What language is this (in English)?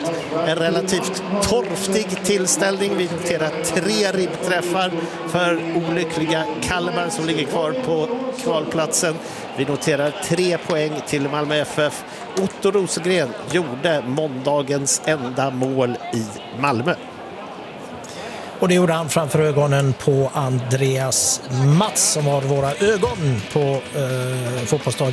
Swedish